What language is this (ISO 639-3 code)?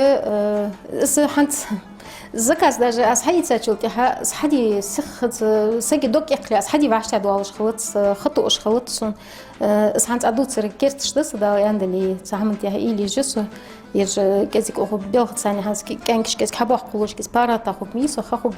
inh